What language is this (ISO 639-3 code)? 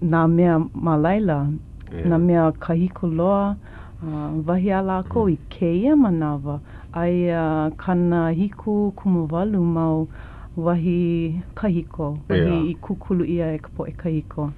haw